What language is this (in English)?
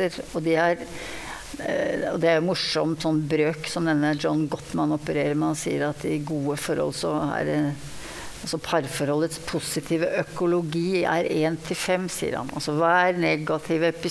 Norwegian